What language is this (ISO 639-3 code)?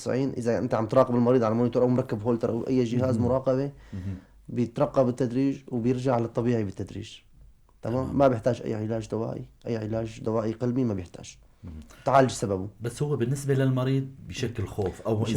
apc